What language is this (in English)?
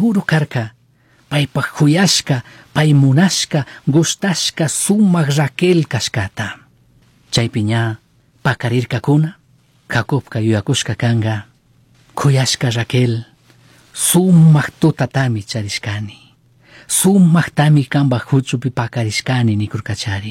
Chimborazo Highland Quichua